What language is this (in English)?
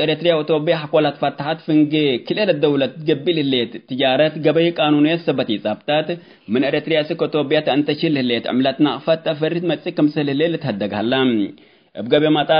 Tigre